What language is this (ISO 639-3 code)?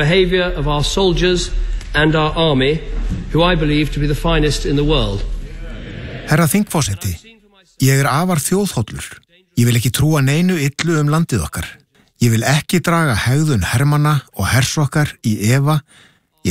isl